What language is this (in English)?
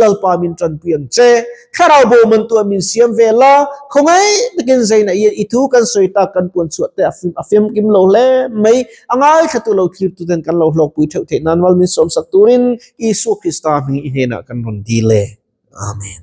Mizo